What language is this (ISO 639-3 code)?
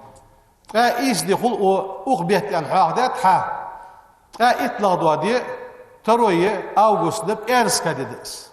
inh